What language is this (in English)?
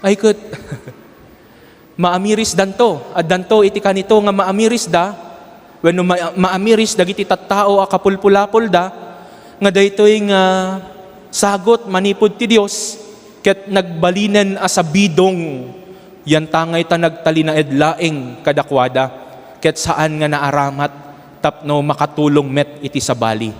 Iloko